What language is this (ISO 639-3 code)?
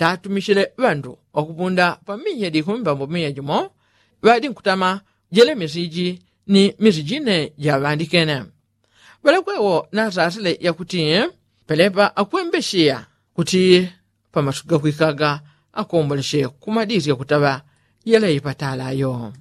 yao